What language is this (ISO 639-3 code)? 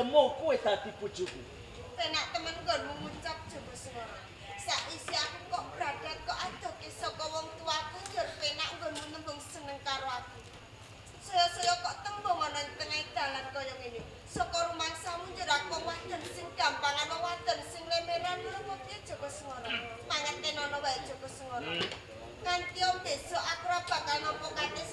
jav